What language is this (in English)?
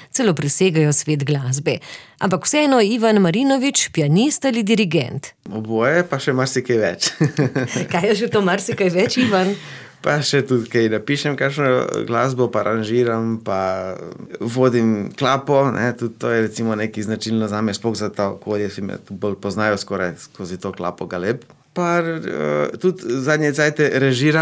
Slovenian